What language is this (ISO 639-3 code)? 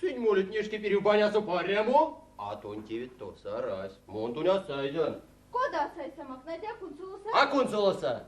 myv